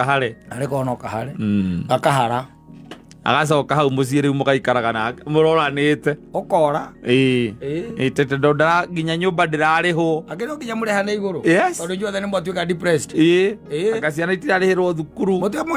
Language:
Kikuyu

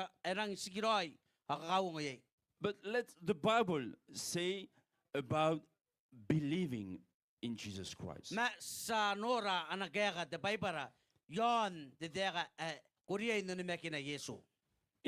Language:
Gilbertese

